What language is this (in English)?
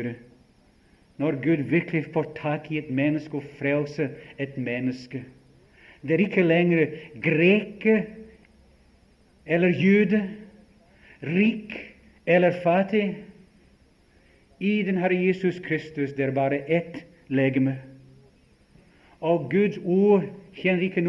Norwegian